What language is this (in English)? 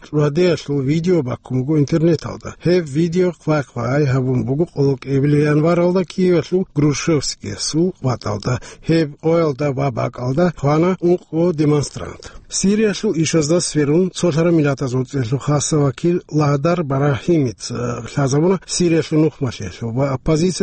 Avaric